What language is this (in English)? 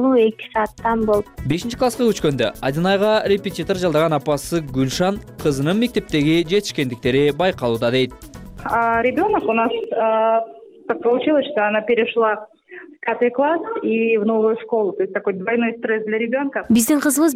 Kyrgyz